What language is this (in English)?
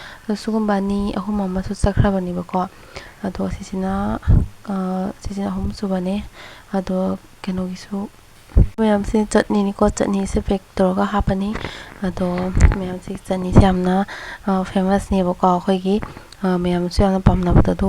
Manipuri